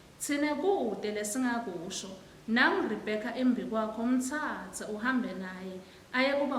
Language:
Swati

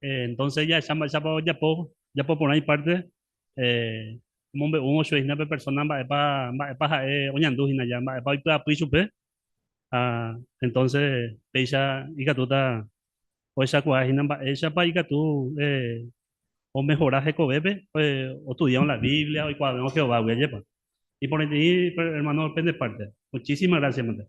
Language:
Guarani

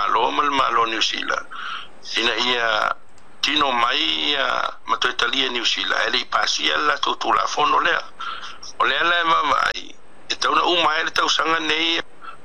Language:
Samoan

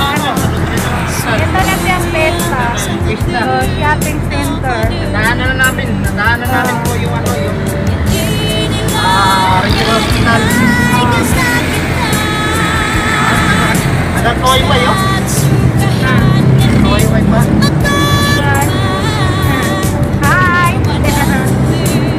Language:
Filipino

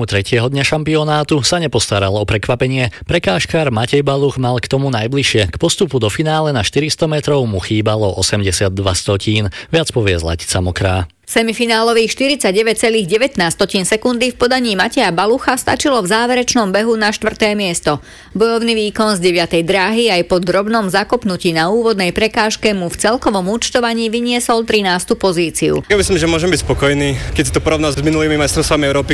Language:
Slovak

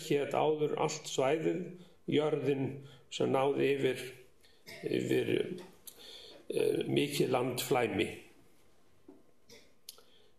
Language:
Icelandic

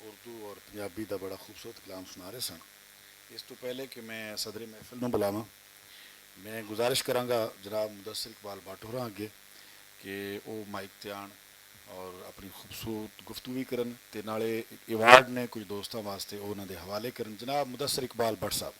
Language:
Western Panjabi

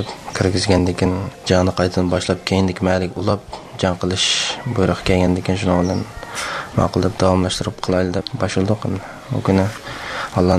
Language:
Uyghur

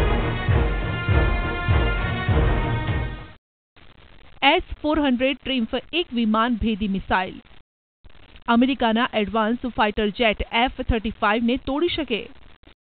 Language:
Gujarati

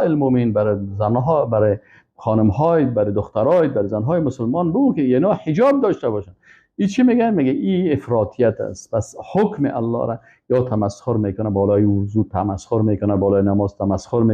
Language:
Persian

